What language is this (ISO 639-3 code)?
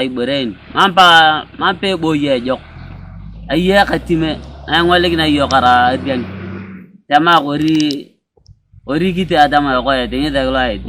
teo